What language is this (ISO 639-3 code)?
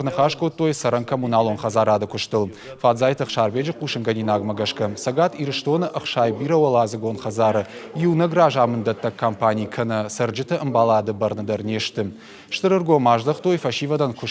oss